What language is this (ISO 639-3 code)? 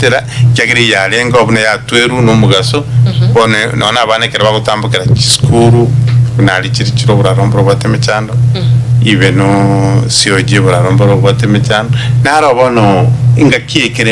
guz